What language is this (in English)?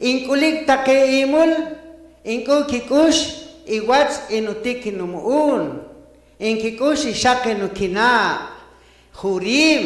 Poqomchi'